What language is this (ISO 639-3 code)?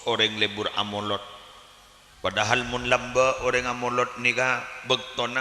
mad